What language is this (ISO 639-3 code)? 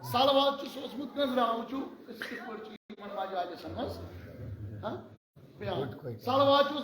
kas